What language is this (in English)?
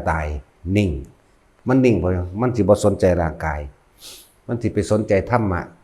Northeastern Thai